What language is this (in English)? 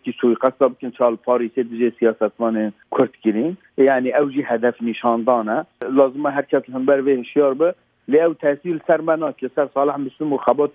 Kurdish